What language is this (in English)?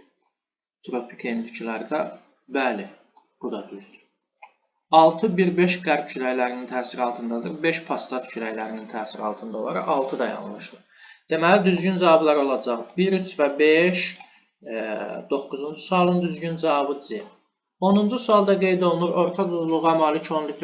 Azerbaijani